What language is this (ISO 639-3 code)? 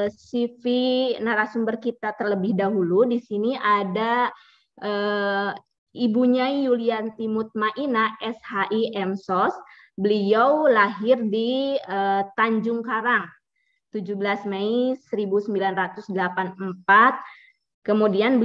ind